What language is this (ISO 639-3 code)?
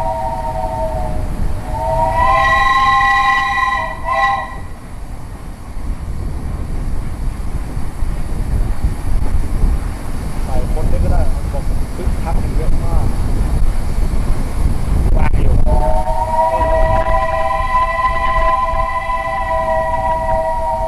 tha